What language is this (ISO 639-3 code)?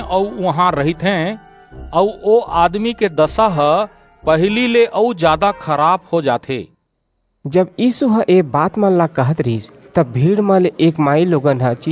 hne